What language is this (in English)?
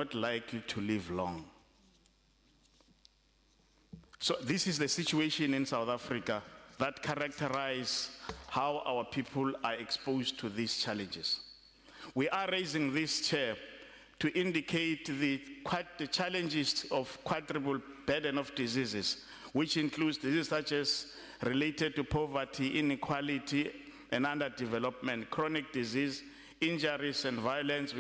English